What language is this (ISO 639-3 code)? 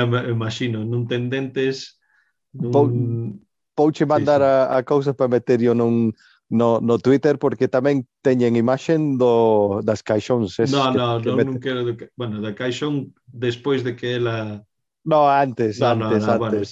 glg